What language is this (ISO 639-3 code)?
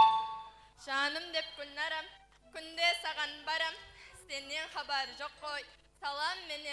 kaa